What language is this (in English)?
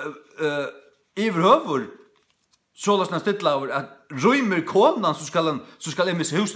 Faroese